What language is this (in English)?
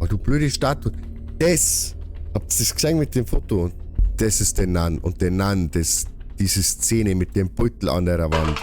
Bavarian